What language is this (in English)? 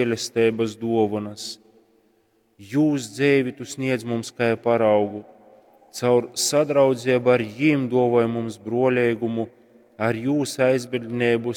Latgalian